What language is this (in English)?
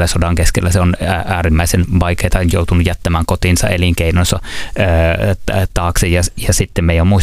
Finnish